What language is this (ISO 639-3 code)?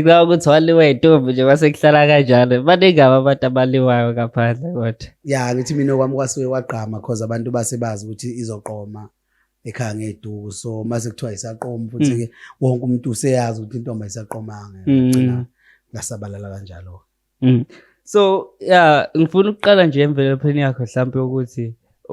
zul